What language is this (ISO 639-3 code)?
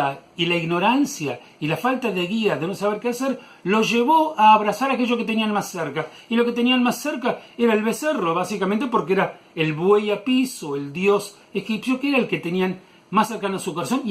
lad